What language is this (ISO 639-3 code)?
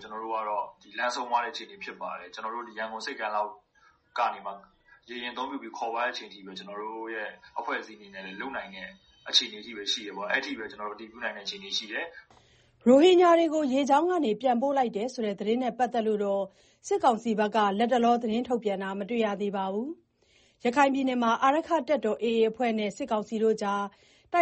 mya